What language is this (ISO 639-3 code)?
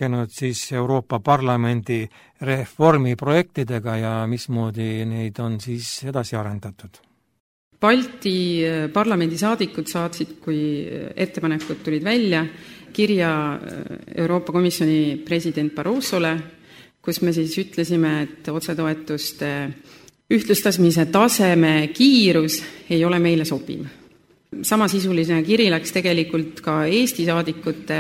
est